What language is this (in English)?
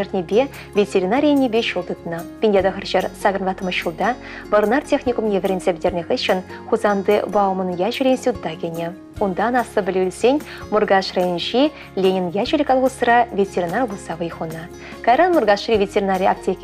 Chuvash